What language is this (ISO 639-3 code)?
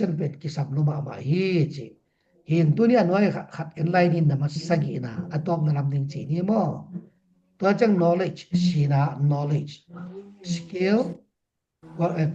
ctd